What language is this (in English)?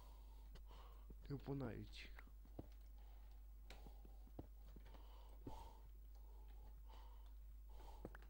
Romanian